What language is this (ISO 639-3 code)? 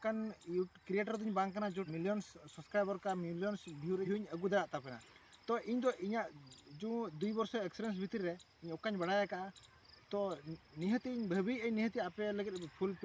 sat